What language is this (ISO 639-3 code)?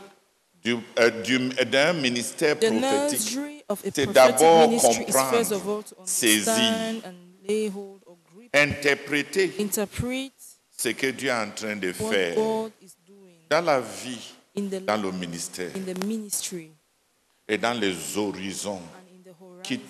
fra